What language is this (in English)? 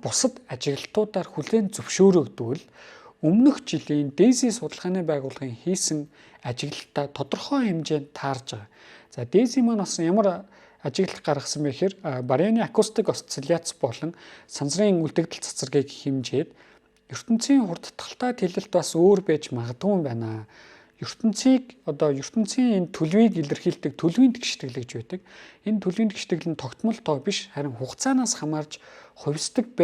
Mongolian